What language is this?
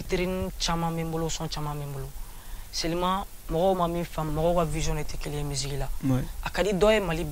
Bambara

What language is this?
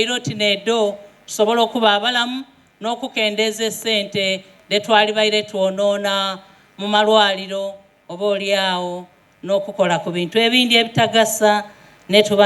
Soga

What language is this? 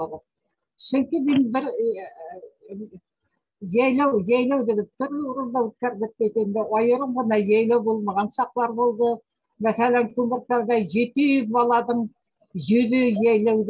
Bashkir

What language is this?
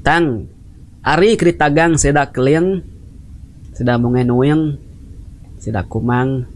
Iban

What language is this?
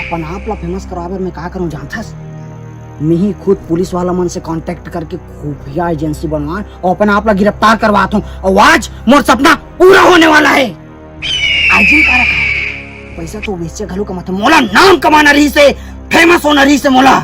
Chhattisgarhi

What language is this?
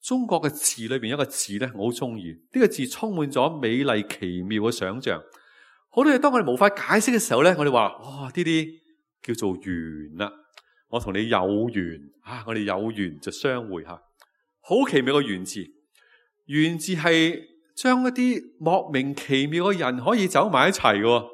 Cantonese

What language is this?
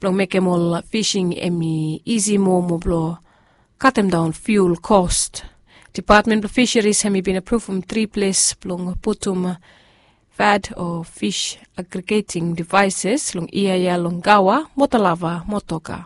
Bislama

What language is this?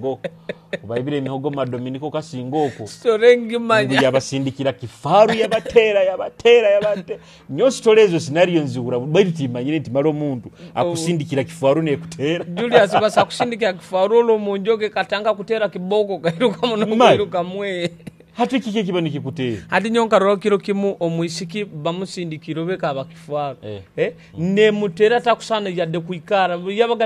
Nyoro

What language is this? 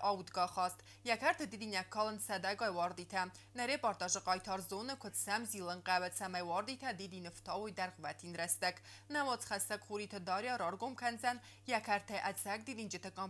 Ossetic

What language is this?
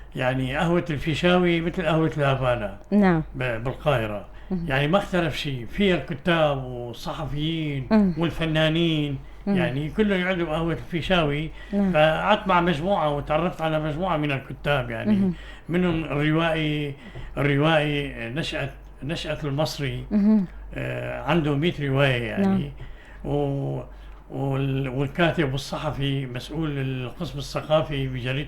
North Levantine Arabic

